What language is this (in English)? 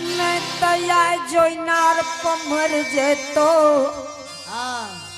Angika